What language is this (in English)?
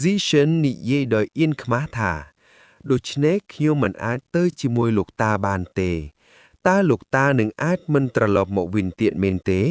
Khmer